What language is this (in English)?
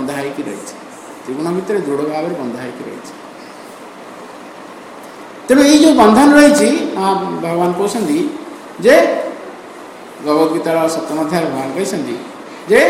Odia